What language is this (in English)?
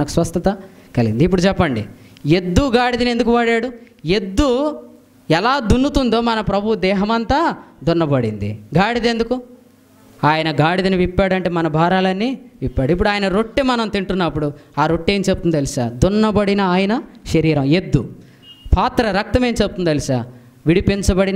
Telugu